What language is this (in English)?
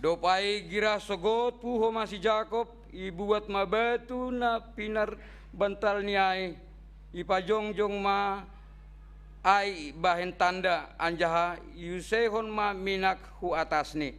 Batak Simalungun